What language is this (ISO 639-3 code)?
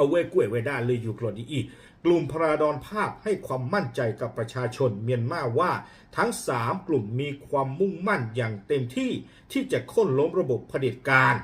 ksw